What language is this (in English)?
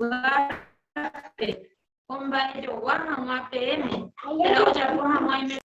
Guarani